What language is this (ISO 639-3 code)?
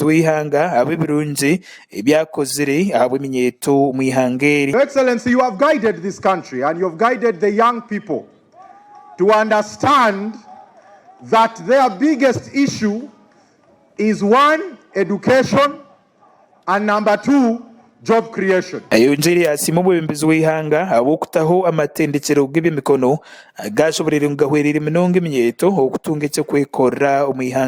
nyn